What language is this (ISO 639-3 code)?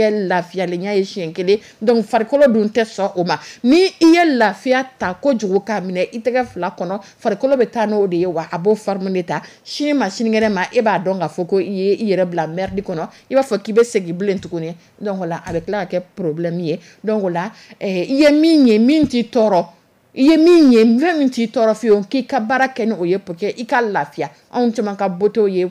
dyu